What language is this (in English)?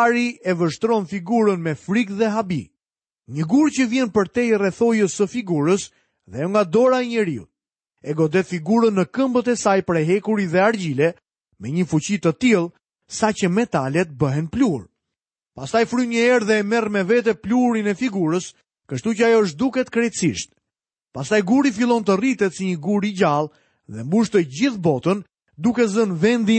Albanian